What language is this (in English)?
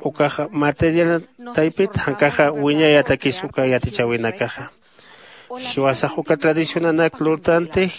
Aymara